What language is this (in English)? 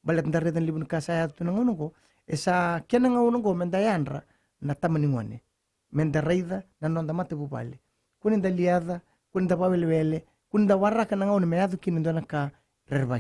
Fijian